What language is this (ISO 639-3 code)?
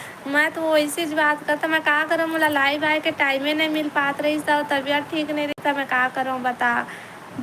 hne